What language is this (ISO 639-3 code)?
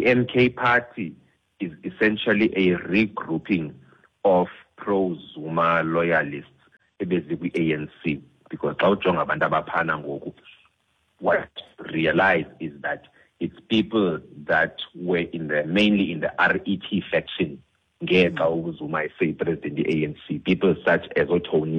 xho